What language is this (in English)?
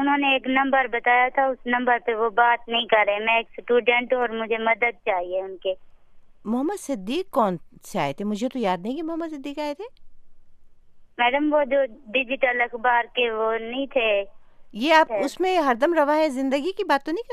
Hindi